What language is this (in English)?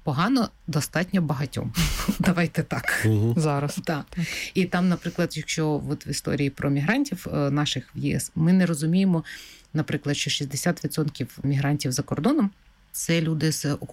Ukrainian